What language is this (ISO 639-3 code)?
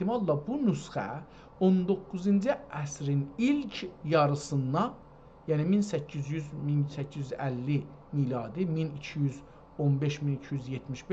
azb